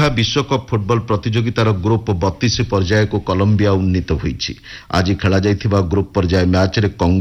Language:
Odia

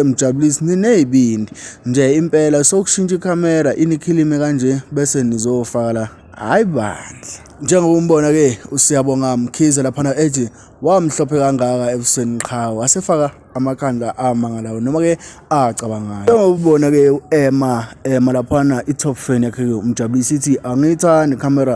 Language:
Zulu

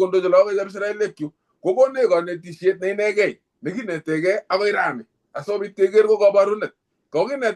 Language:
Kalenjin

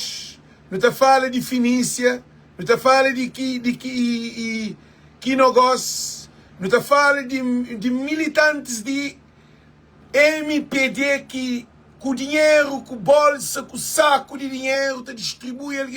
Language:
Kabuverdianu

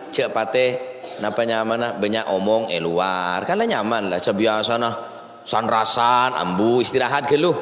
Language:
Madurese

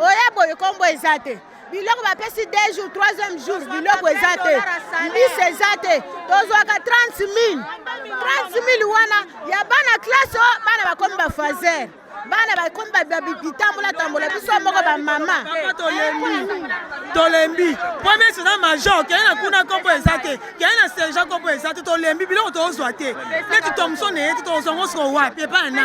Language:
Lingala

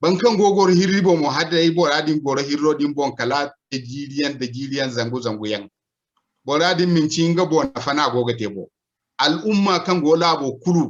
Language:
Zarma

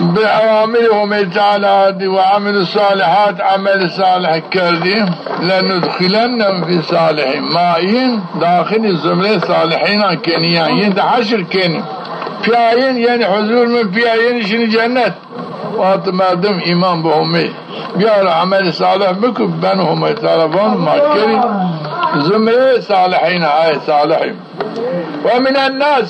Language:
Zaza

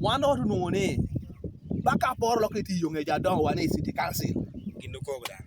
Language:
Lango (Uganda)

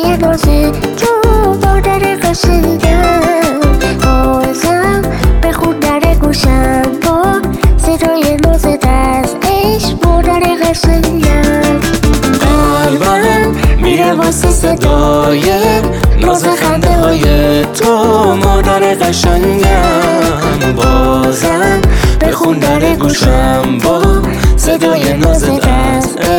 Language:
Persian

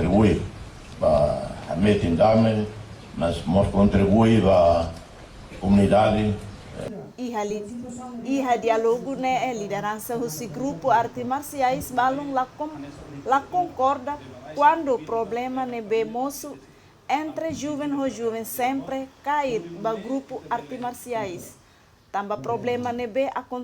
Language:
Tetum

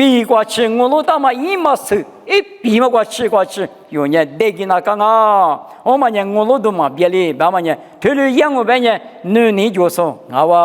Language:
Lisu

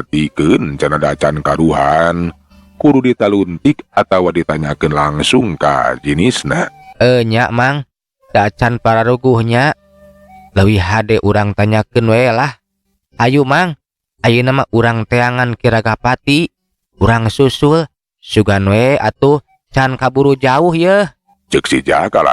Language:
Sundanese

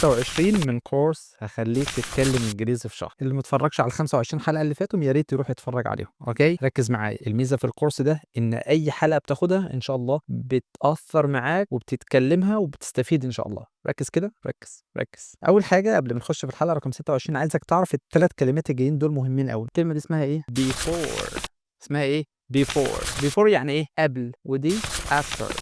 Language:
Egyptian Arabic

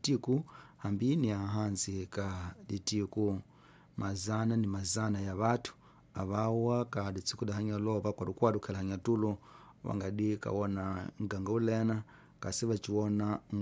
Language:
Tsonga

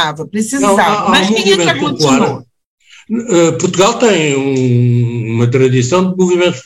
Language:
Portuguese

